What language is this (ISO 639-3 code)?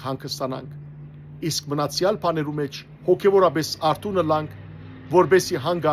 hyw